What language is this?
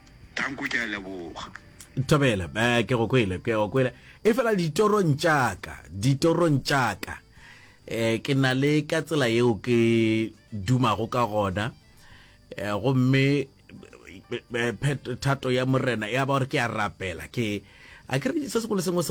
Northern Sotho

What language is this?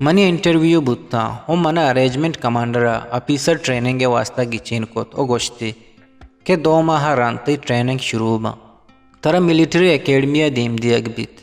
Eastern Balochi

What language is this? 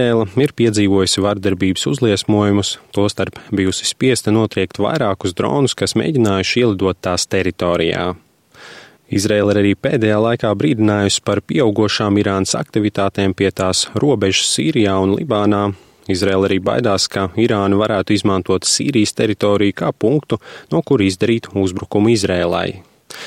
Latvian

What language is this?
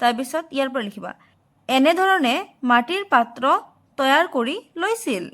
Assamese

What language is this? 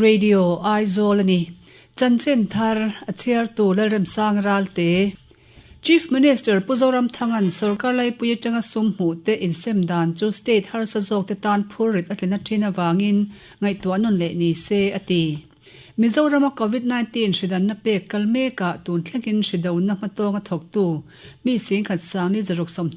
Mizo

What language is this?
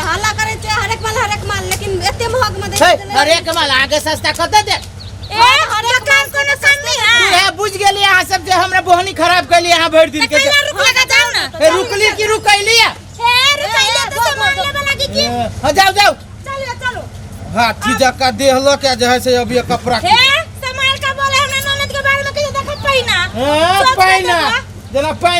Maithili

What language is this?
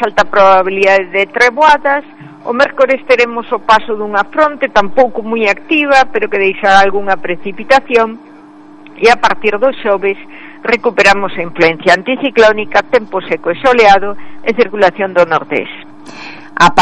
Galician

